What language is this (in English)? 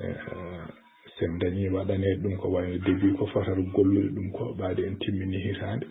Fula